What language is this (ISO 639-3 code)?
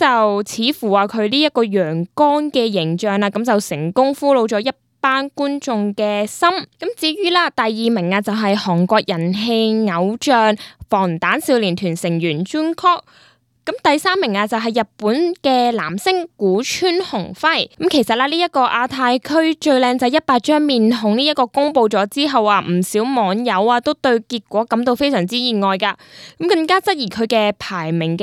yue